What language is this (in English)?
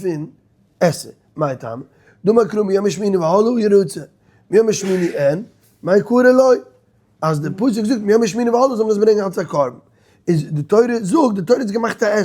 Yiddish